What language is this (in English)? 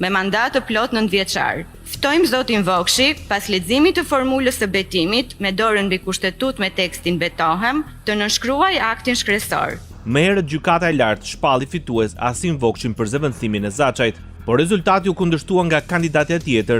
Albanian